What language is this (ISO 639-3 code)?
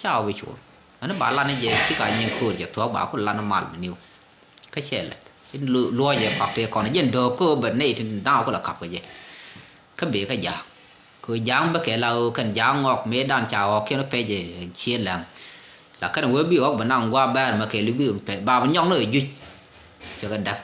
nus